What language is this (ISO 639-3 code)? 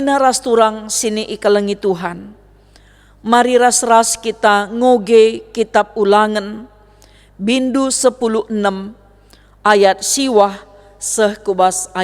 btx